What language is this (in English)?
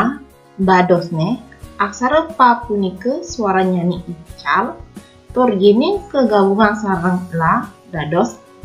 Balinese